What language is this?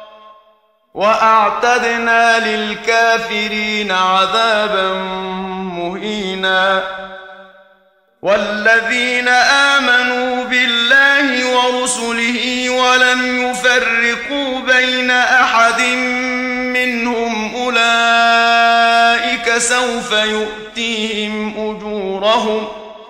Arabic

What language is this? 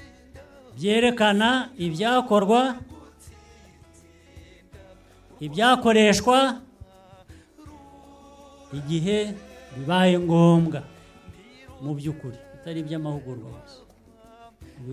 Kinyarwanda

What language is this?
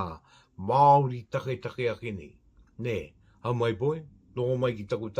Māori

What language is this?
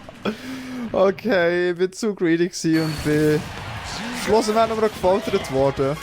Swiss German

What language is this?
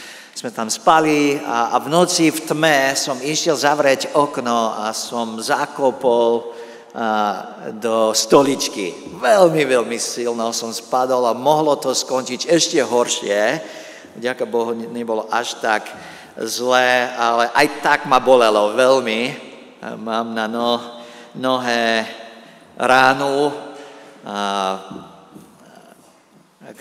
Slovak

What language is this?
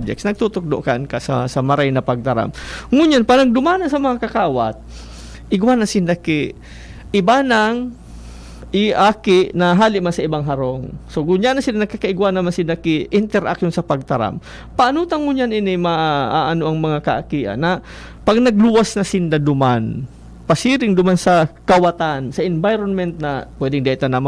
Bikol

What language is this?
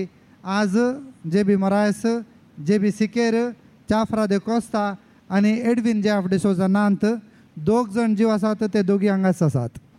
Konkani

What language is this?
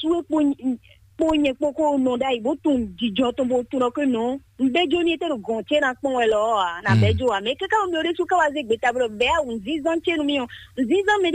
Fon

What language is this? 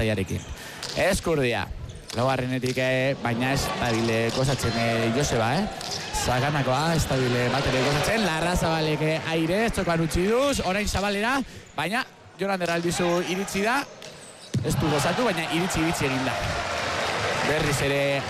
Basque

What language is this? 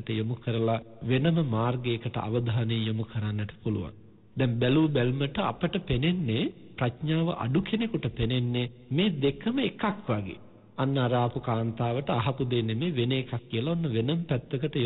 Sinhala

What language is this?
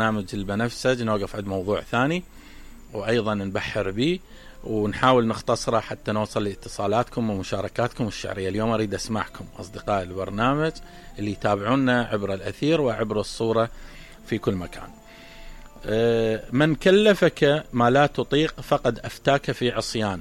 Mesopotamian Arabic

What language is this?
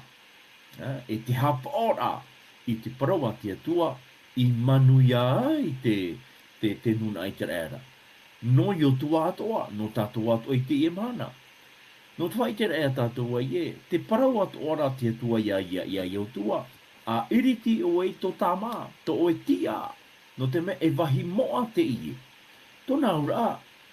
Tahitian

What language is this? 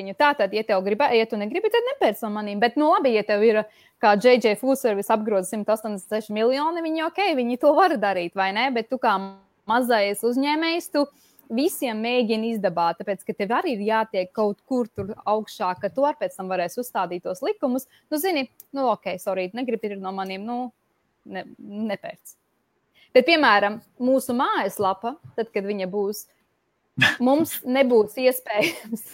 Latvian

